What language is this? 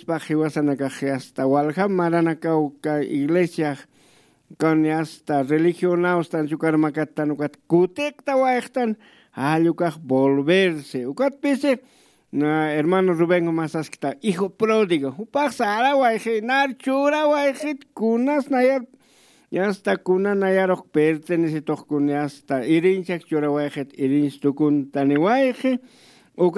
Aymara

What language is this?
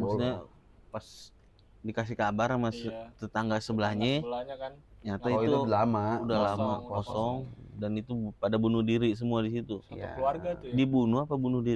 Betawi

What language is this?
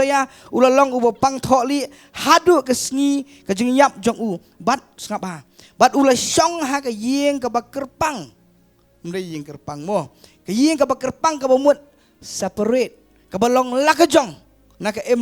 Khasi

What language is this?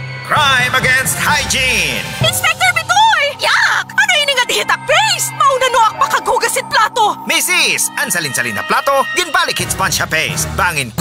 Waray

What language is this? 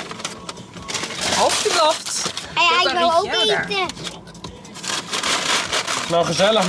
Dutch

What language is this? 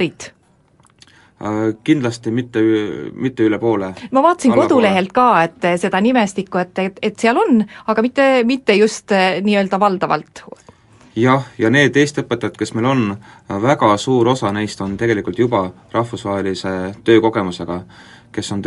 Estonian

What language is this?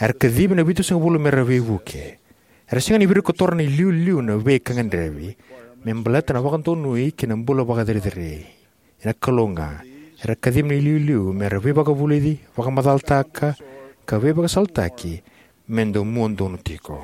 Fijian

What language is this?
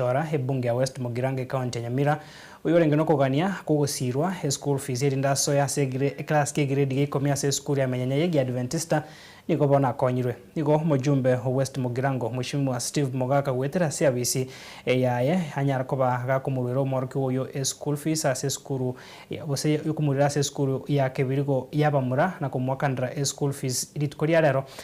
Gusii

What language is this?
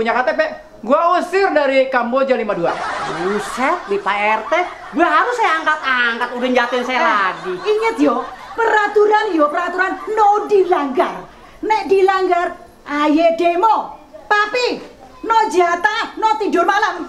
Betawi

